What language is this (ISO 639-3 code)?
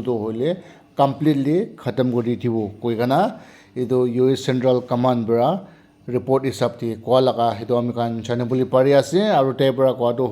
nag